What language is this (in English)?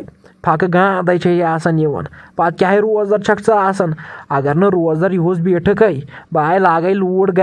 Kashmiri